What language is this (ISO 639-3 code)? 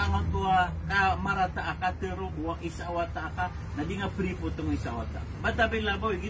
mrw